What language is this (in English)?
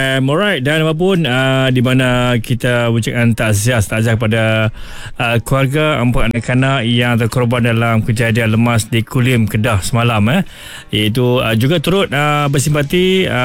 Malay